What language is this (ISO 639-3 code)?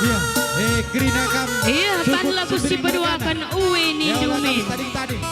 btx